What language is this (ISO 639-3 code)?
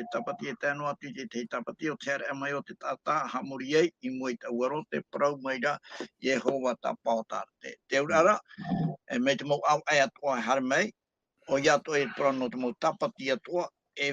tah